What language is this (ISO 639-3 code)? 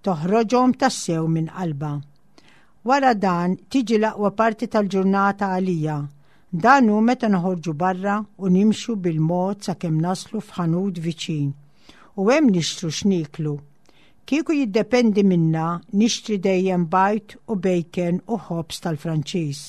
mlt